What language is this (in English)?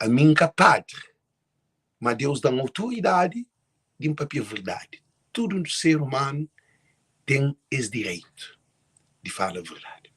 Kabuverdianu